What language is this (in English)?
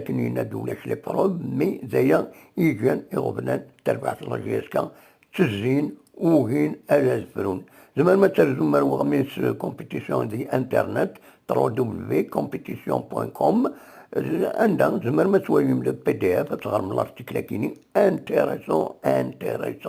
Kabyle